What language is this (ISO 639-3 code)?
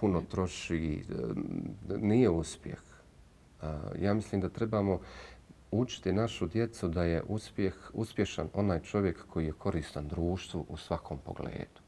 bos